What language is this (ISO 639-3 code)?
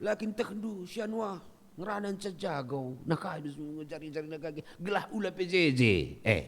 btx